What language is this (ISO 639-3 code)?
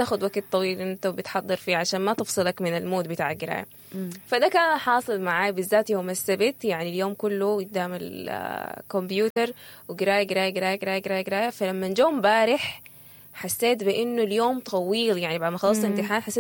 apd